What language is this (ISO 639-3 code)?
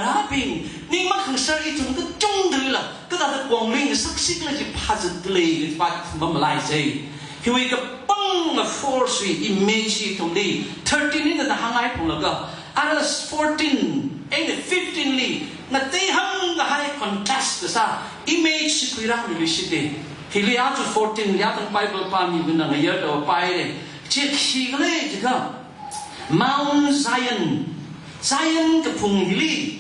nmf